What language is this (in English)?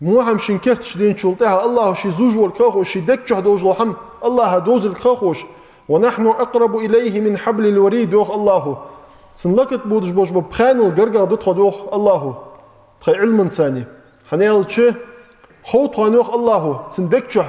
Ingush